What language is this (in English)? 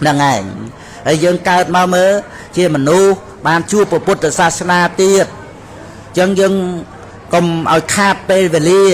Khmer